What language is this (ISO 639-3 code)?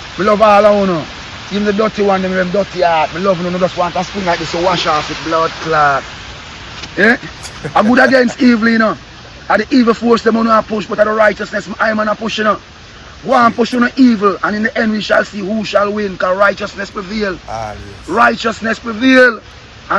jam